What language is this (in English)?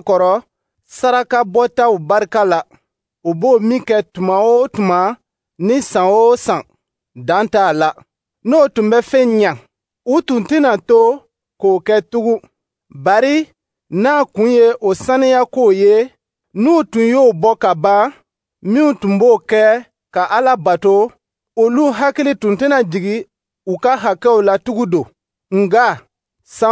Dyula